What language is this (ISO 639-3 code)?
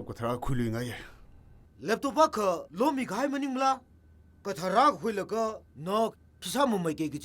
nmf